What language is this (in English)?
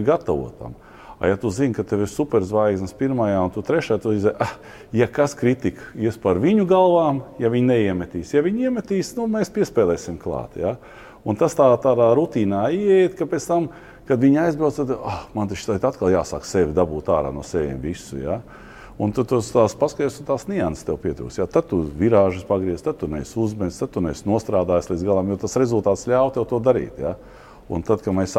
Latvian